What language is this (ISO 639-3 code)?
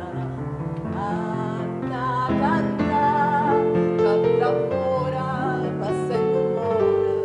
nap